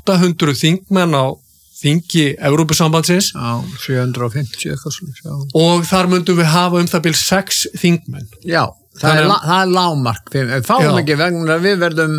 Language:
Icelandic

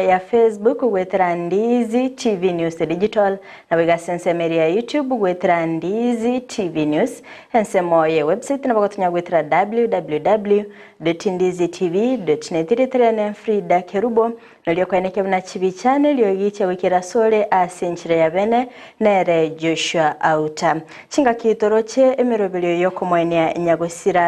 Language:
Gusii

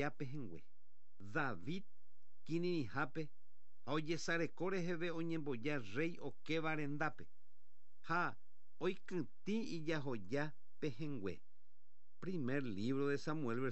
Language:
Guarani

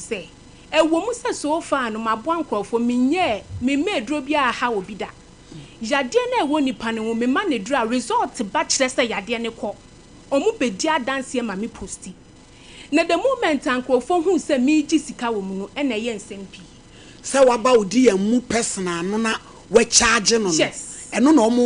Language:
Akan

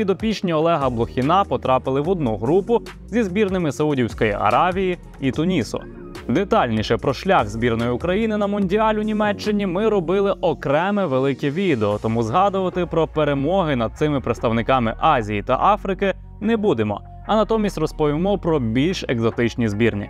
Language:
Ukrainian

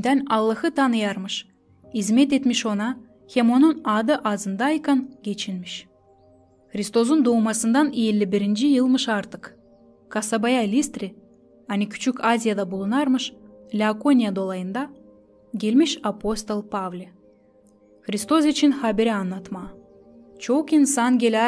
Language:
Gagauz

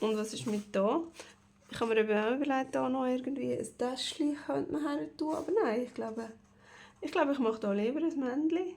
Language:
Swiss German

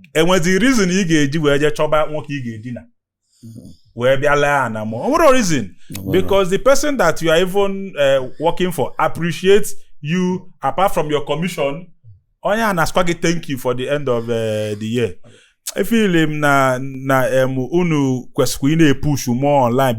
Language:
Igbo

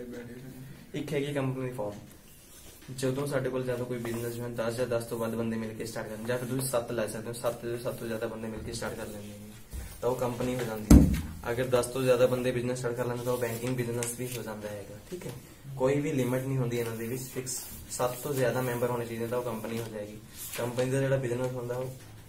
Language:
Punjabi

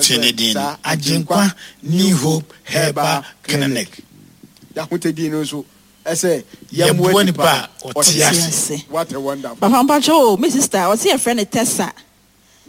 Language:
Akan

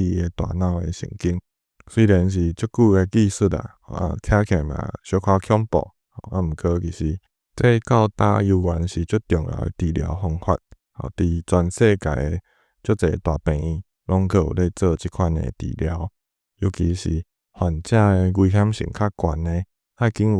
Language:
Min Nan Chinese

